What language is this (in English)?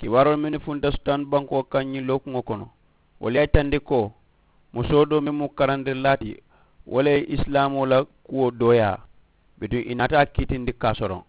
Mandingo